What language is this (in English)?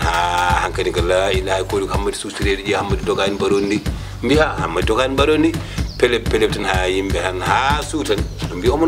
Fula